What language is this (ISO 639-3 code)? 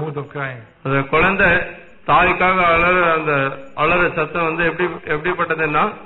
tam